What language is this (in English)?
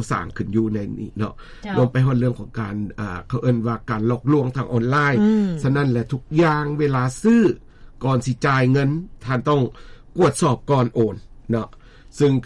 Lao